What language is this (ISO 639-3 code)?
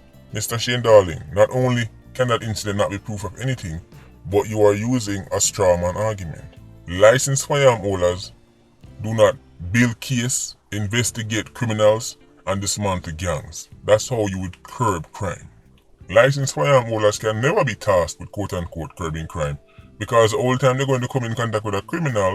jam